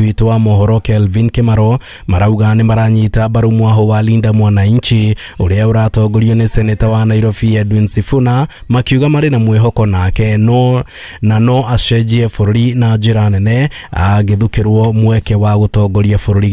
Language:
Kikuyu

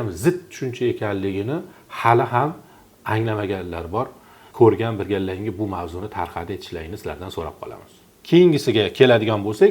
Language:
Uzbek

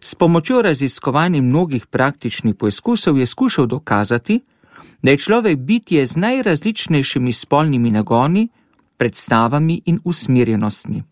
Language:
Slovenian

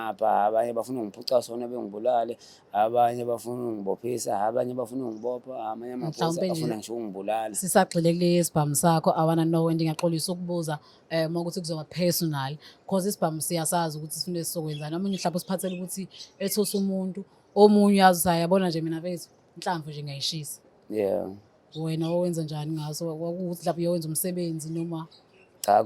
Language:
Zulu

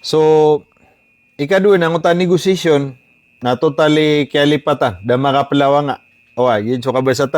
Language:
Maranao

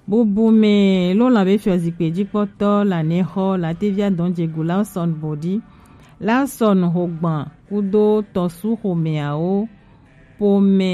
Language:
Gen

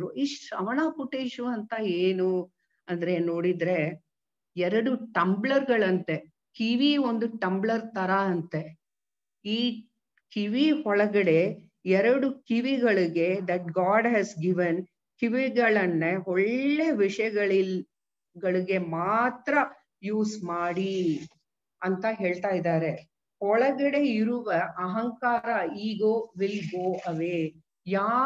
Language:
Kannada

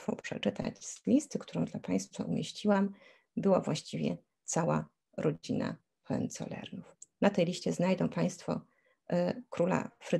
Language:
Polish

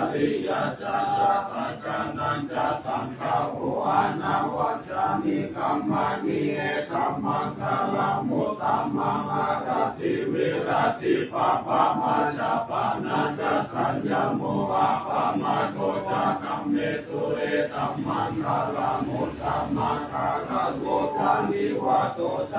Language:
Pali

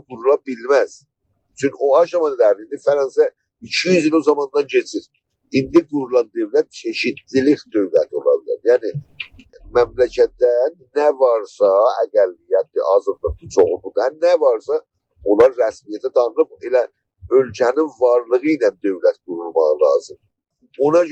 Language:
South Azerbaijani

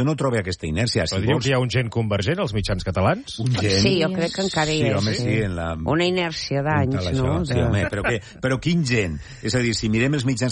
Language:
Catalan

